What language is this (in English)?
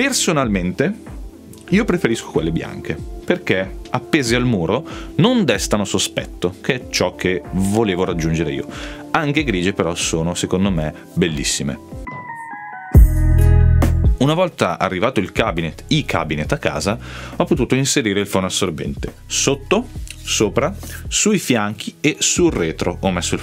Italian